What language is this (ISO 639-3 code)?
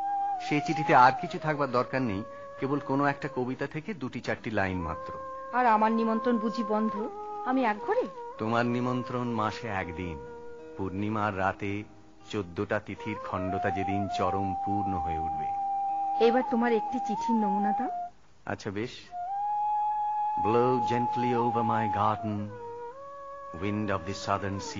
ben